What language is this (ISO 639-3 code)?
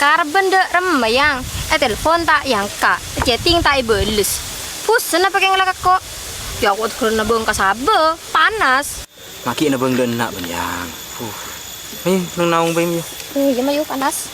mad